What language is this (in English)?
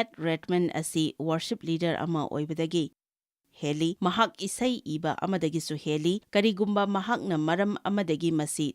Manipuri